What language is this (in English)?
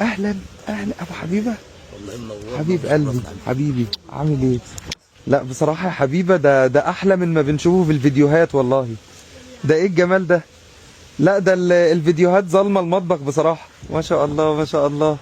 Egyptian Arabic